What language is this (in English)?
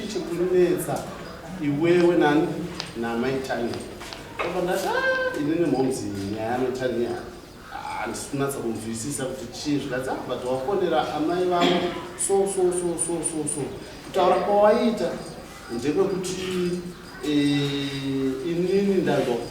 Shona